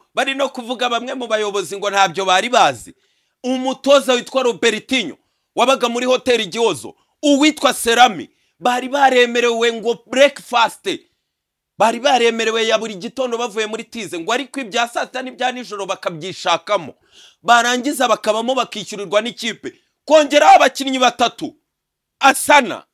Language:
Kinyarwanda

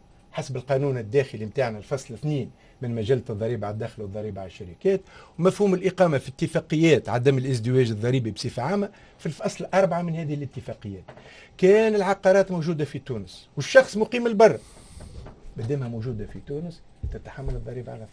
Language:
Tunisian Arabic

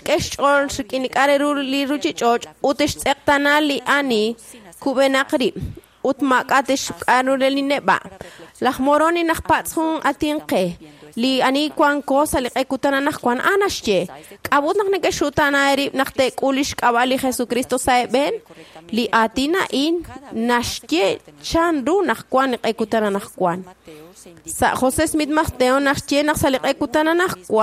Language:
Kekchí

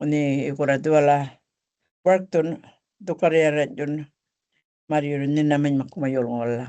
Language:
Gumatj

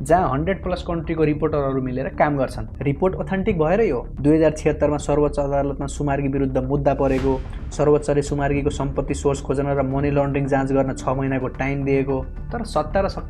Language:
Nepali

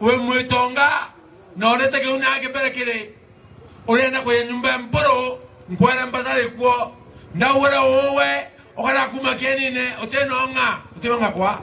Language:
Meru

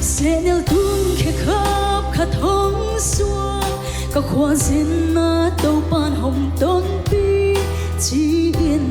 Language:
Paite Chin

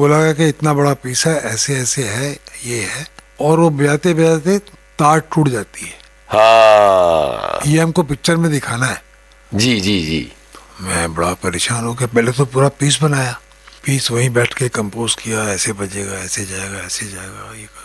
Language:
Hindi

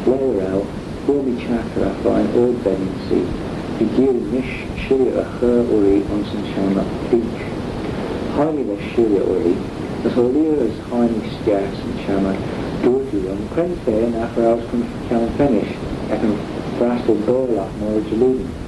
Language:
Manx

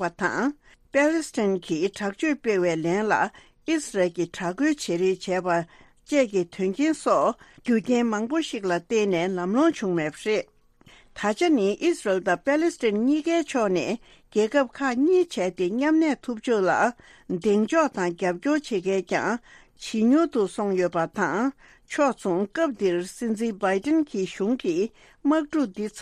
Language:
Tibetan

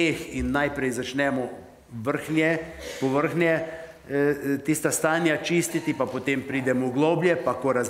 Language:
Slovenian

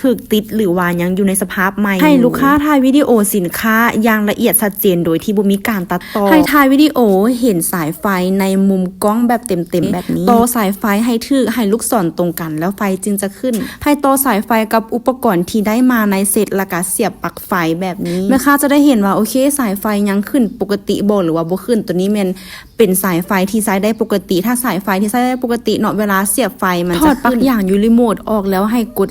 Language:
Lao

